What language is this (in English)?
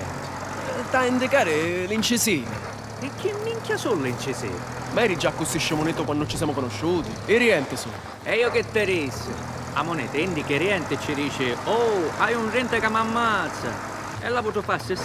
Sicilian